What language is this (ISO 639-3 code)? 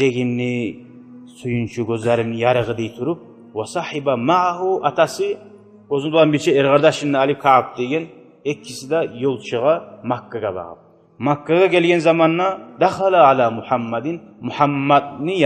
kum